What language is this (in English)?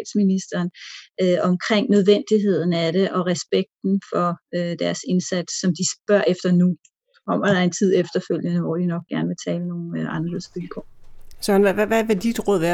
Danish